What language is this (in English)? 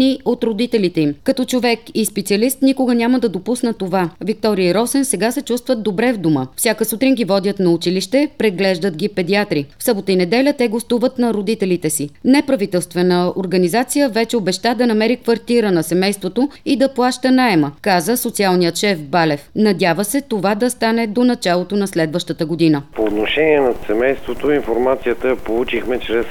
Bulgarian